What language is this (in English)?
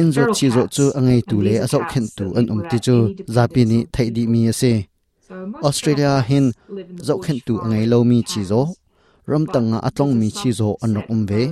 Hakha Chin